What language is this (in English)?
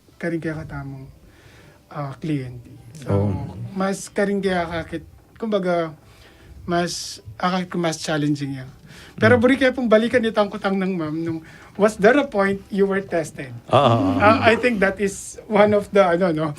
Pampanga